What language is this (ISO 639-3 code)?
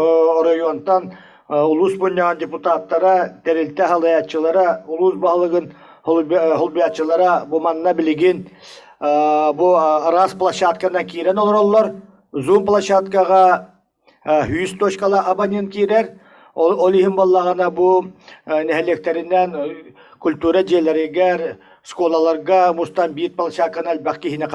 sah